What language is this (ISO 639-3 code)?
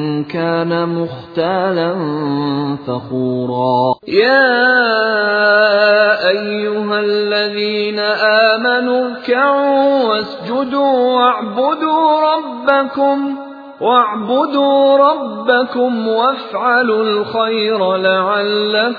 fas